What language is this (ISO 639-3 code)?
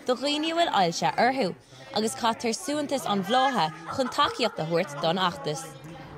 gle